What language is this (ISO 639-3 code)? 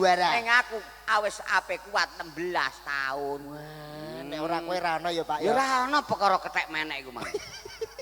jav